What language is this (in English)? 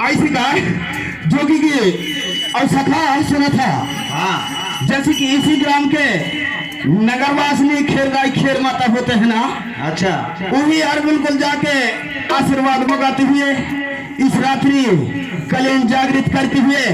Chhattisgarhi